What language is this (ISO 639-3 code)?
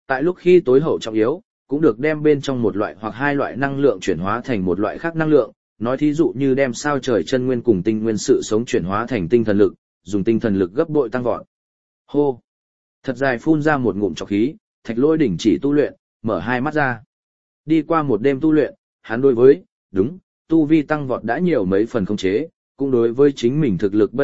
vie